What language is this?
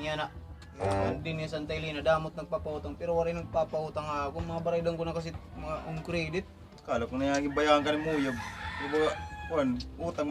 Waray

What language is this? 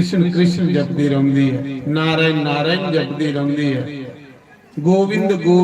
Dogri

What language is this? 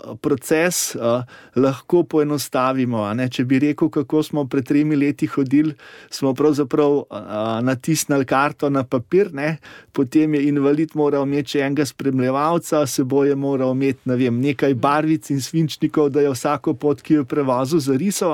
Slovenian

